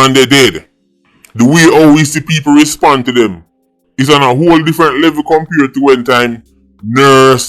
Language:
Jamaican Creole English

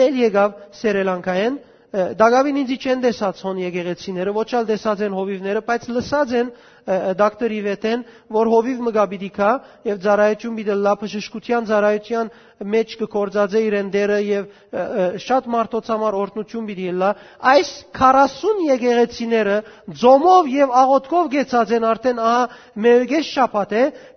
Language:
Western Armenian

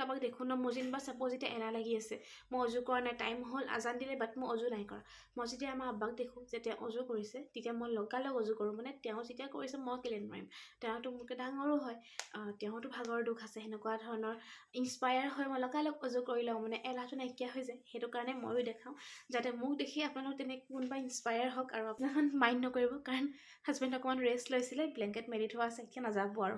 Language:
Assamese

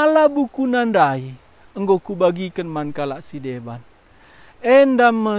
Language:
Batak Karo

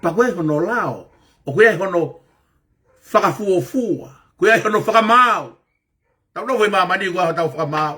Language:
Tongan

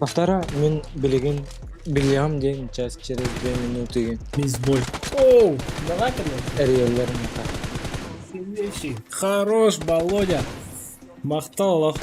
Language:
Yakut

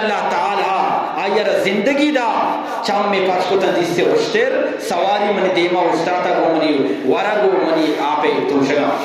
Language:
Eastern Balochi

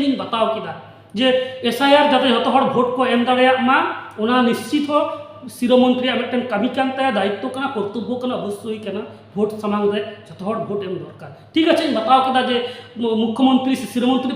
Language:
Santali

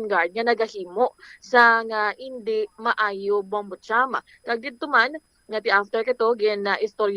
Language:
Hiligaynon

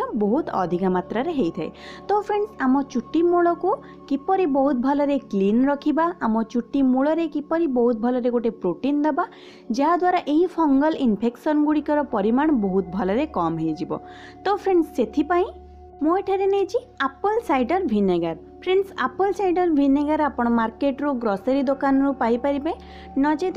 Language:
Odia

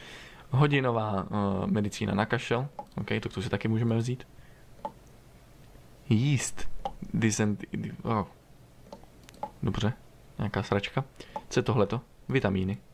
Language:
Czech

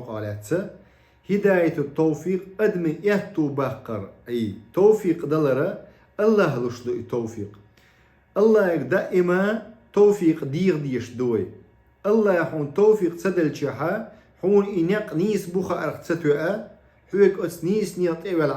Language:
Chechen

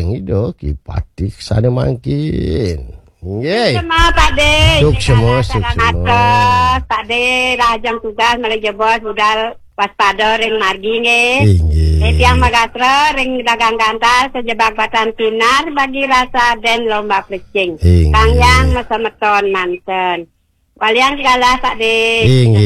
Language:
Balinese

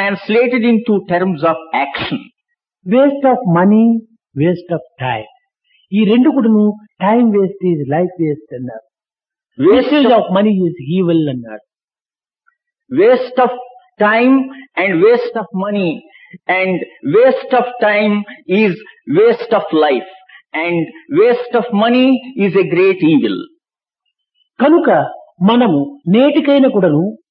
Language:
Telugu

